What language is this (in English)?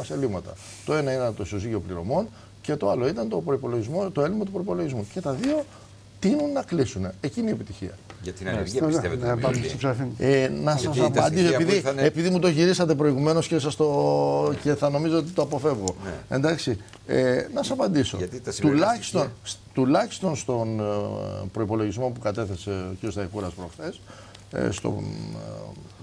Greek